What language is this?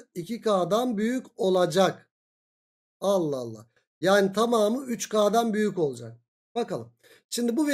Turkish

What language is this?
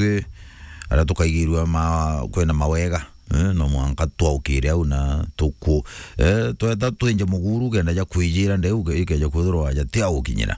Meru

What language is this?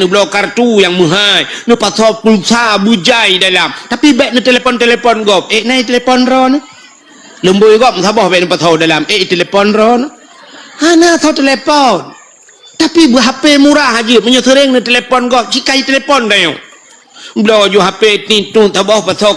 Achinese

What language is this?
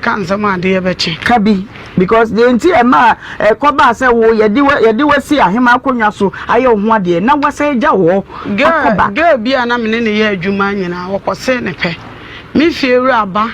Akan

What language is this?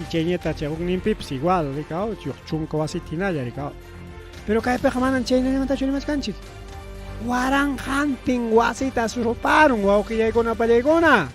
Ayacucho Quechua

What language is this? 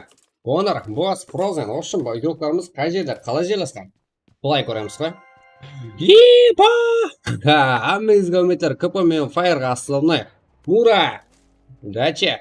Kara-Kalpak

